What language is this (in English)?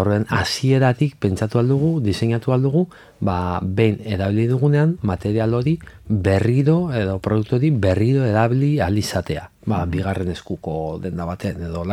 Basque